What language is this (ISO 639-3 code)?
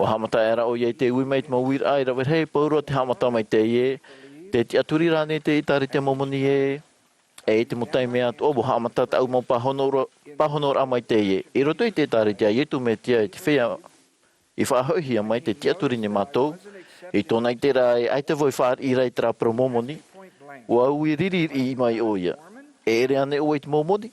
tah